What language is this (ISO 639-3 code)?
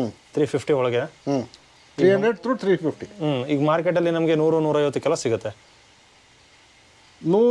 kan